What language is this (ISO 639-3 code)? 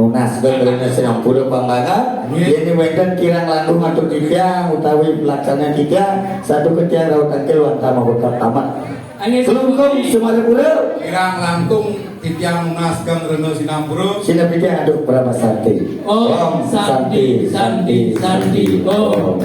ban